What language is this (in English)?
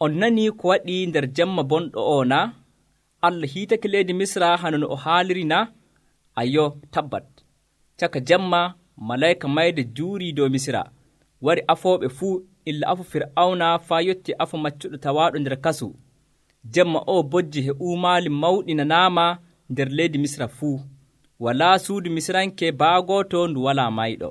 Nigerian Fulfulde